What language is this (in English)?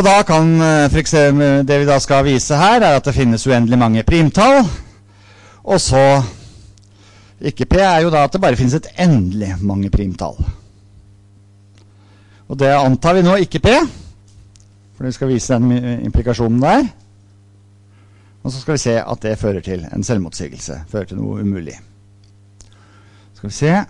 Norwegian